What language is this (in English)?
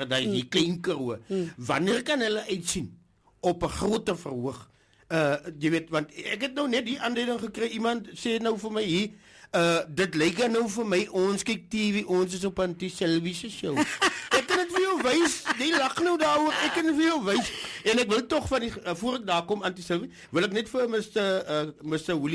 Afrikaans